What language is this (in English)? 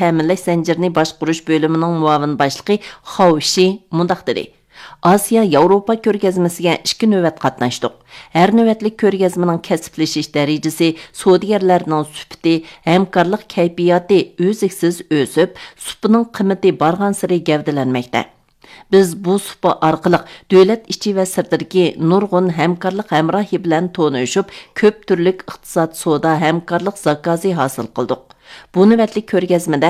Uyghur